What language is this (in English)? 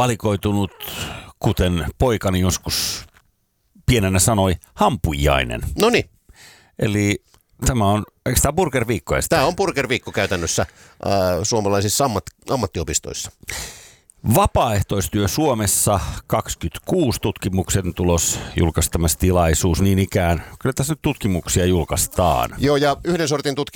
Finnish